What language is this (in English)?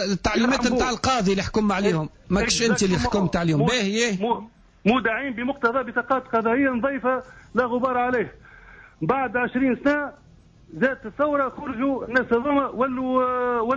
Tunisian Arabic